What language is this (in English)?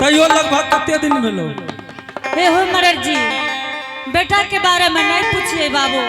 Angika